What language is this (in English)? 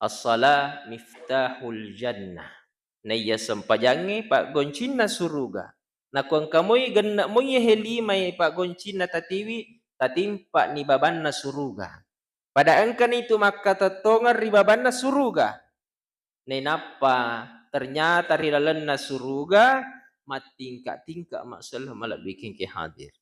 Buginese